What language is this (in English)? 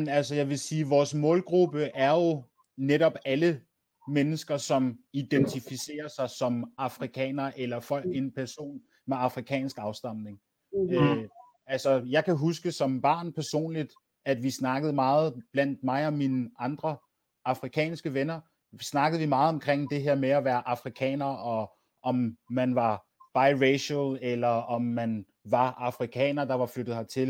Danish